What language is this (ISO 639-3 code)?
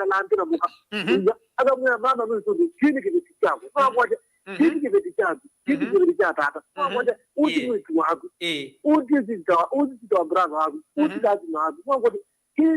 kam